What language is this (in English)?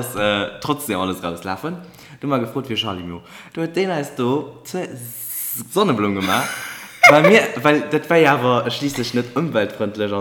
Luxembourgish